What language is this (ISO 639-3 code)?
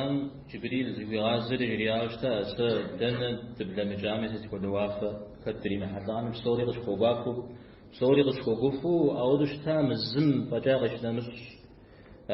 kbd